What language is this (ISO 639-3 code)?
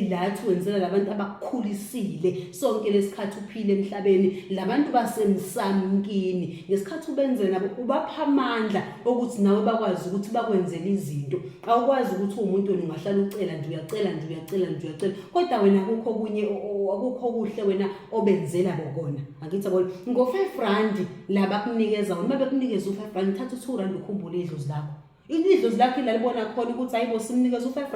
zul